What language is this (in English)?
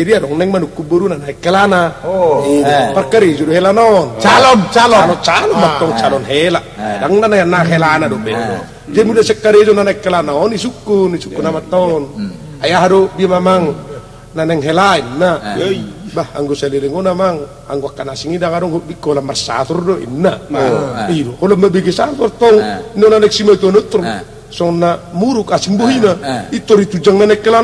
Batak Toba